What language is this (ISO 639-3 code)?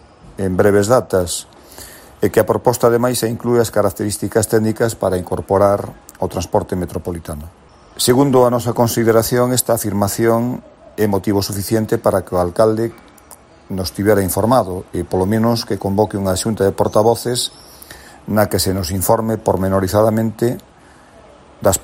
glg